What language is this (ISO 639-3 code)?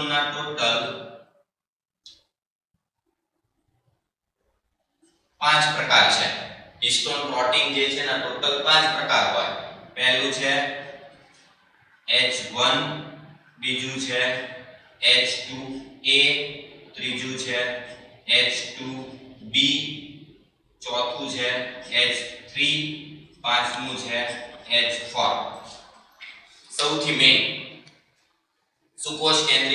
guj